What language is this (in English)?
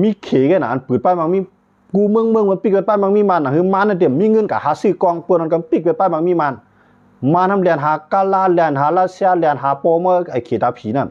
Shan